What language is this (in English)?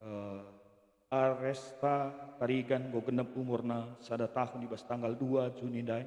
Batak Karo